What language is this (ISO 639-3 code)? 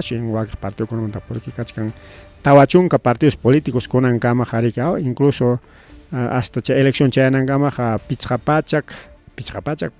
quy